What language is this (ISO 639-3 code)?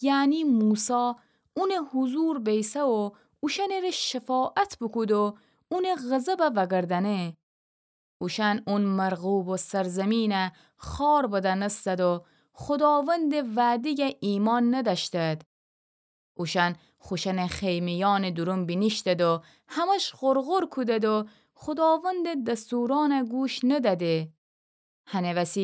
glk